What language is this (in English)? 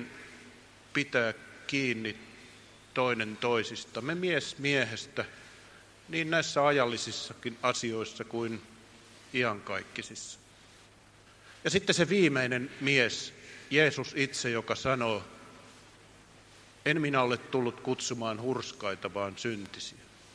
Finnish